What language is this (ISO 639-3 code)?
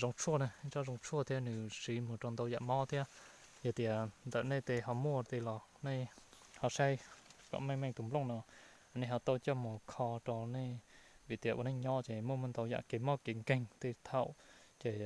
hmn